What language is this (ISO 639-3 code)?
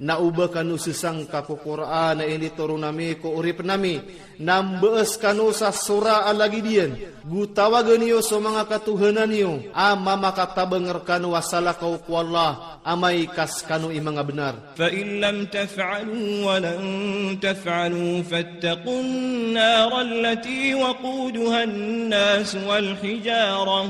mrw